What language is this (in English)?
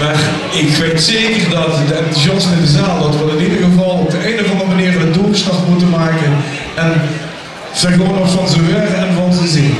Limburgish